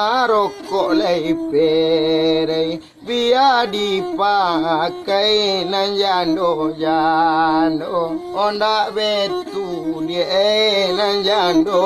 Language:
Minangkabau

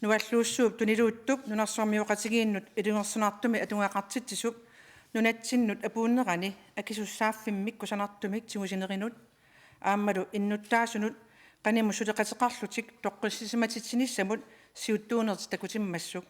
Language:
Kalaallisut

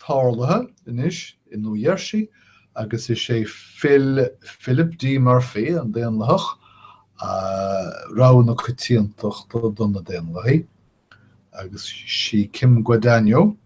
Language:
Irish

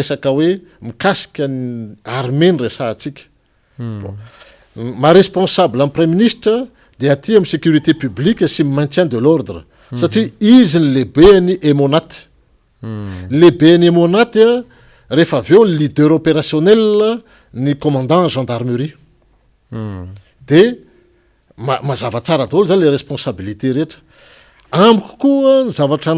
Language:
Malagasy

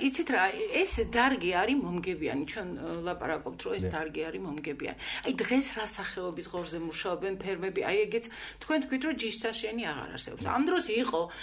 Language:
Georgian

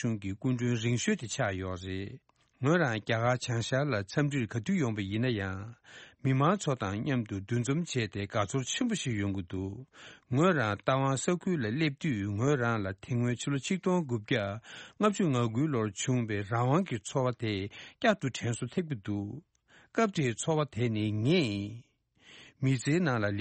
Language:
Tibetan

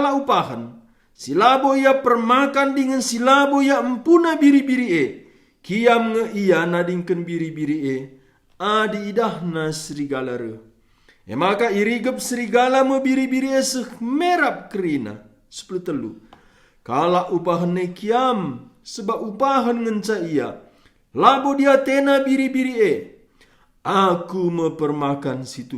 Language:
Batak Karo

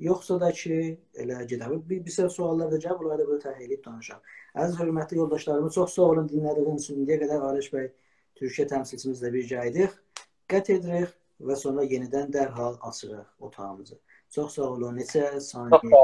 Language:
South Azerbaijani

